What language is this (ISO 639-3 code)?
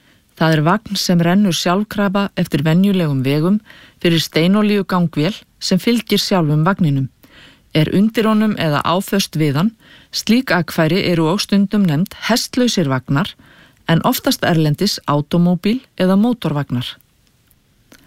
isl